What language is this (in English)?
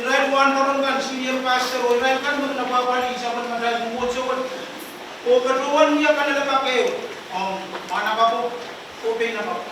Pohnpeian